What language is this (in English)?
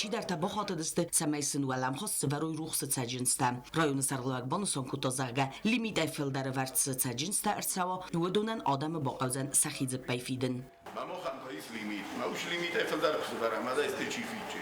Ossetic